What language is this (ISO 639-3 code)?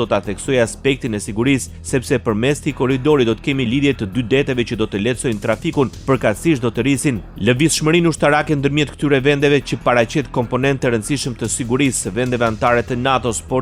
sqi